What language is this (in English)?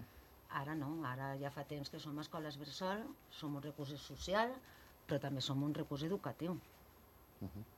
Catalan